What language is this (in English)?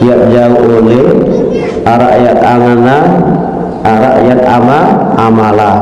Sasak